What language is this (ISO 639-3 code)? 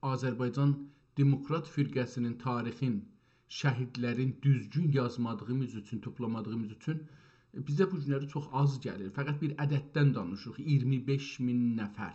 azb